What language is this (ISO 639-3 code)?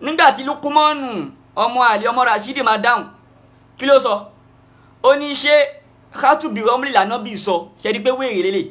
yor